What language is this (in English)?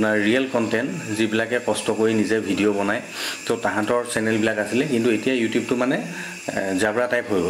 Assamese